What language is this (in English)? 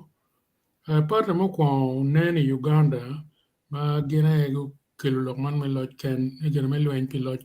Acoli